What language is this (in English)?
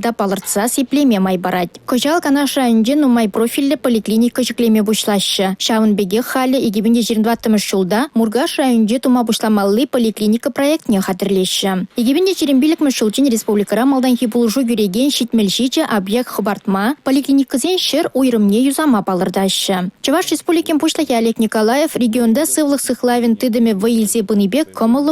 Chuvash